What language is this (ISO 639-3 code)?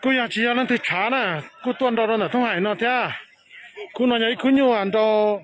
hmn